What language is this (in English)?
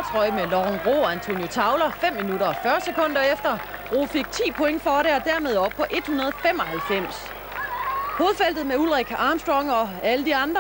Danish